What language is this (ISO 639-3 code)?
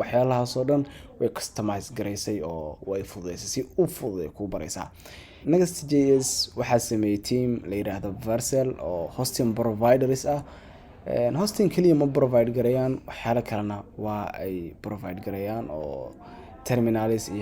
som